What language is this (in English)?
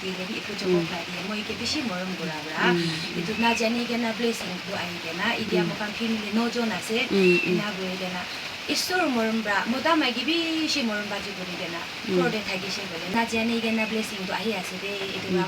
Naga Pidgin